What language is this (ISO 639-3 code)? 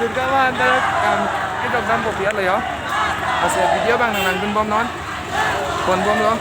mjw